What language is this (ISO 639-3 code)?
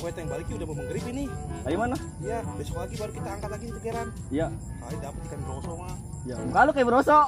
bew